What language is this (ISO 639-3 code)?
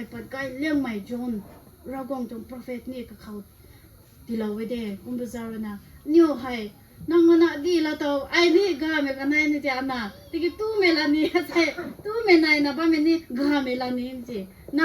nbu